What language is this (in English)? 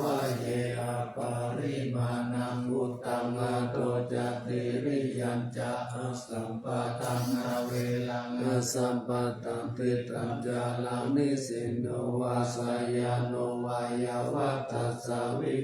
Pali